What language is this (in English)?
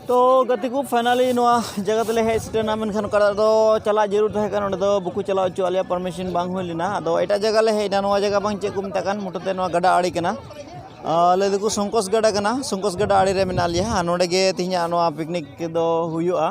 Santali